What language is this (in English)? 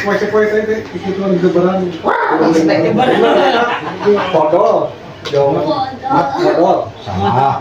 Sundanese